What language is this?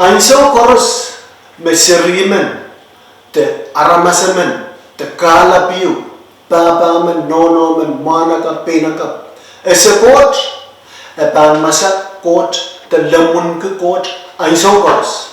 Pohnpeian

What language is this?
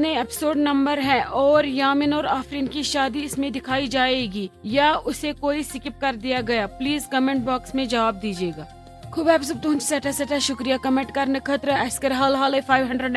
Kashmiri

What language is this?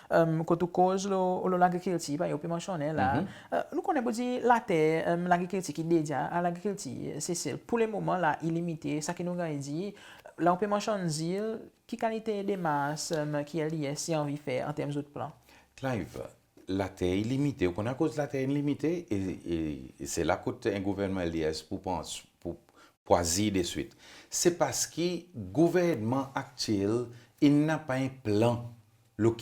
Seselwa Creole French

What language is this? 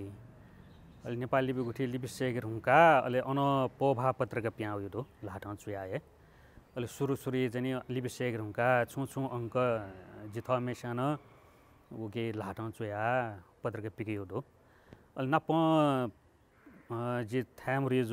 Newari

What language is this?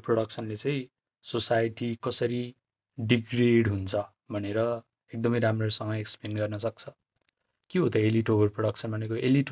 Nepali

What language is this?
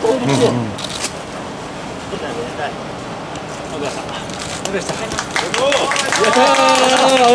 Japanese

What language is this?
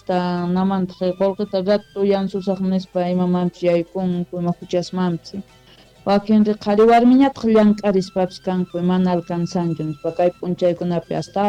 South Bolivian Quechua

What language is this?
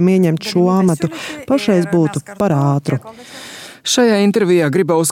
Latvian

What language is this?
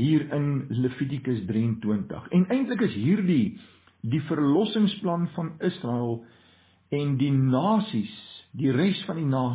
Afrikaans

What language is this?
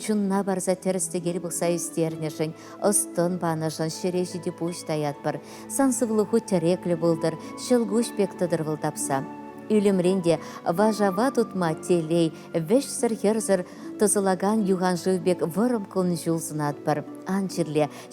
Chuvash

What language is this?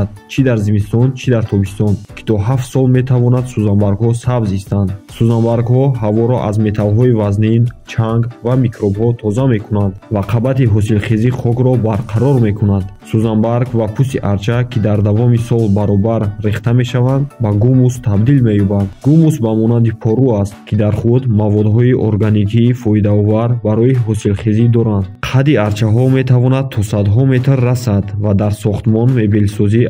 Tajik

